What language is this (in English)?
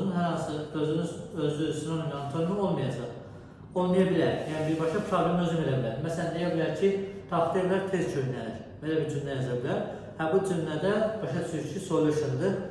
Azerbaijani